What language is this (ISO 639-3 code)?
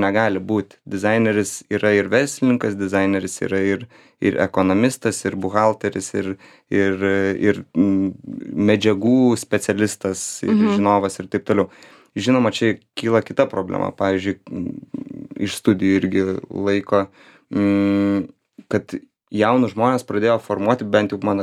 lit